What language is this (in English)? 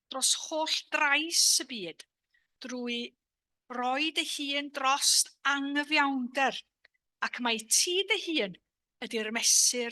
Welsh